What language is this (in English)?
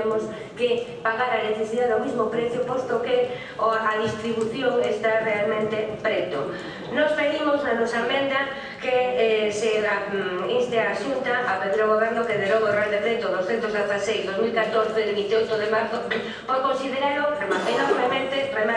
Galician